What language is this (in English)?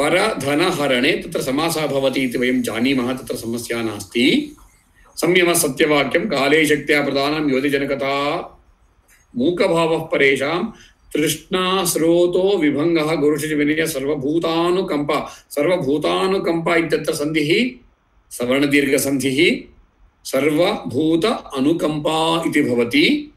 Sanskrit